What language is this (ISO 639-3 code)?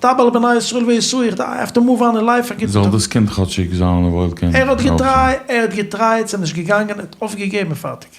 yid